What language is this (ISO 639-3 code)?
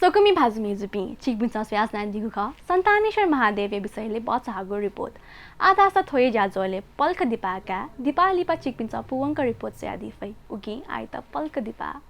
new